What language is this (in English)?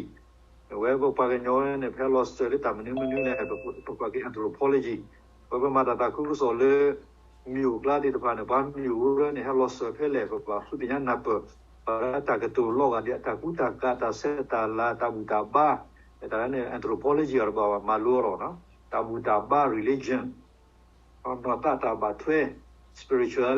S'gaw Karen